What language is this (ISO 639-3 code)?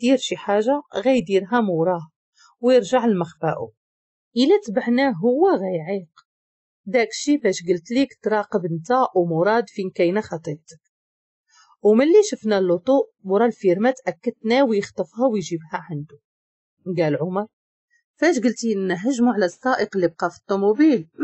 ary